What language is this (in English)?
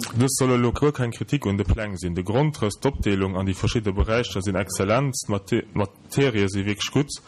Luxembourgish